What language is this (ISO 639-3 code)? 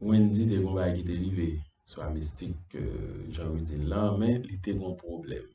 hat